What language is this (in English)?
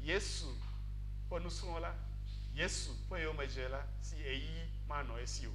Ewe